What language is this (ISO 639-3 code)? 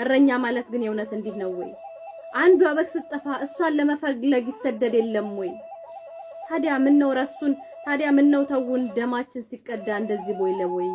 amh